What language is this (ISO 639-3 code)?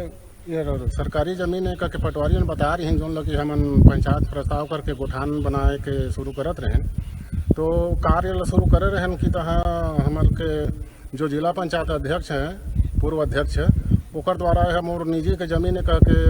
hne